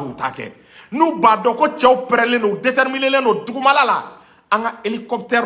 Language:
Bambara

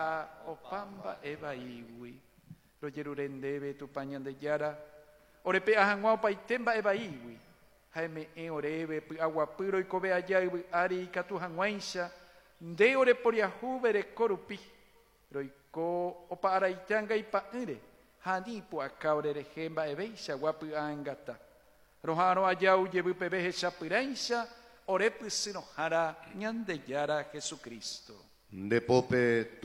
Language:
Guarani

